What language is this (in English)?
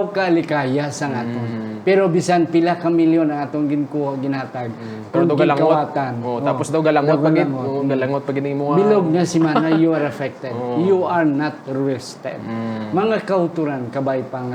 Hiligaynon